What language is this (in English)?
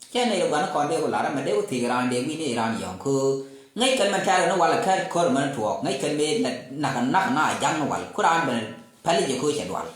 Nuer